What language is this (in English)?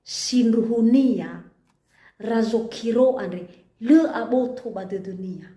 Nias